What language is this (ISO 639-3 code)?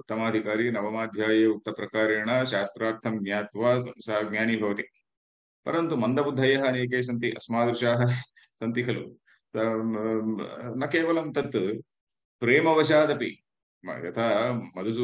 san